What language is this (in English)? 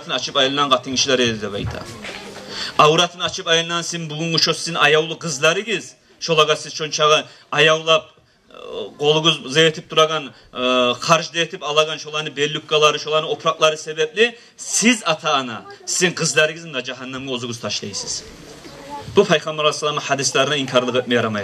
Kumyk